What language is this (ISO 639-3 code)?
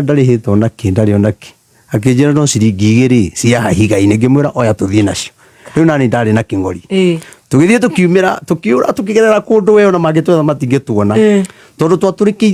kik